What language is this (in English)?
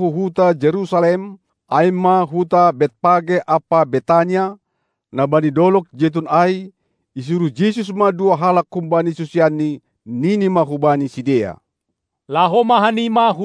Batak Simalungun